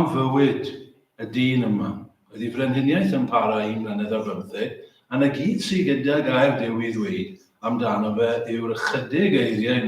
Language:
Welsh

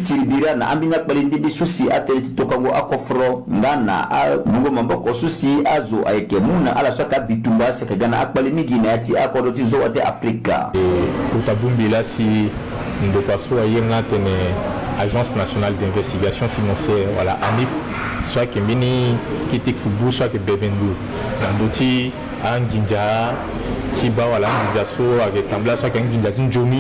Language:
Sango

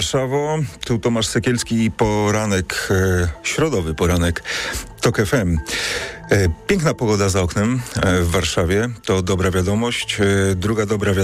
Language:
Polish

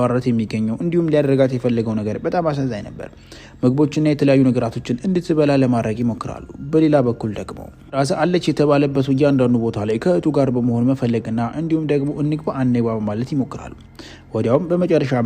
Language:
Amharic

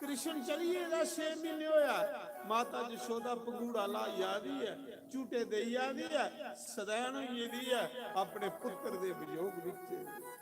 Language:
Dogri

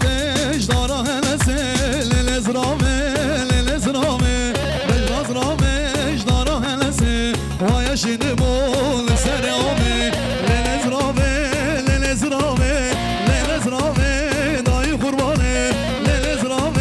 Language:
Kurdish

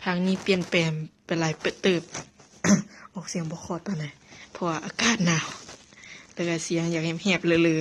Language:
Lao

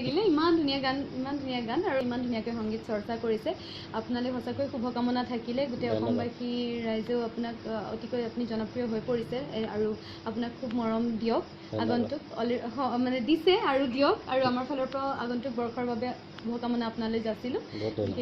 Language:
Assamese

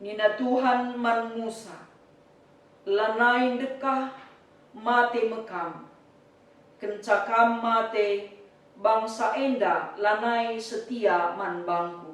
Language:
Batak Karo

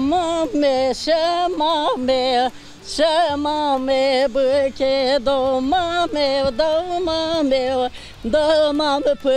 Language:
Zaza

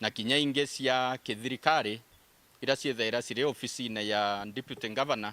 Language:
Meru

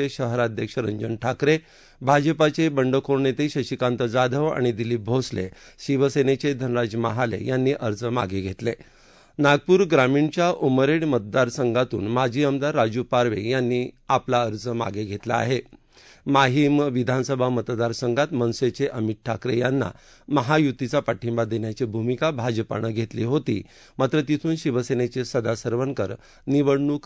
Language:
Marathi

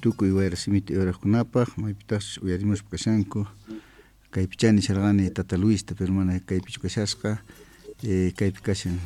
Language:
Quechua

